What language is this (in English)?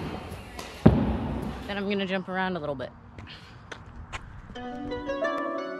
English